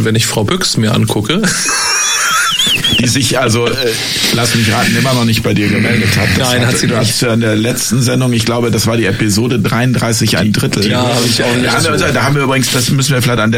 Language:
German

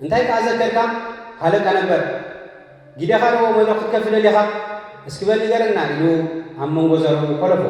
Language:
Tigrinya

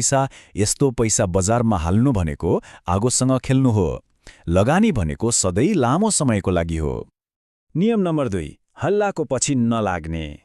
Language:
Nepali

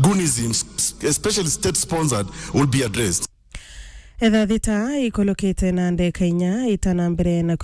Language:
Meru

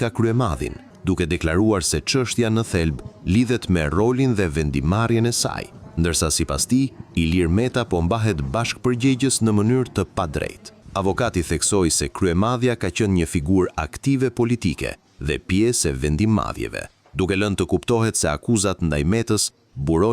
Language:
Albanian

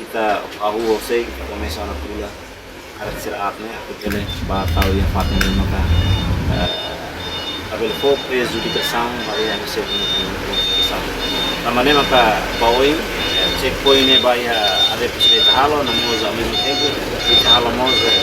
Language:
Tetum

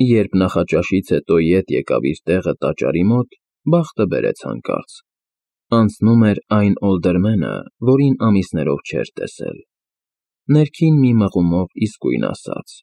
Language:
Armenian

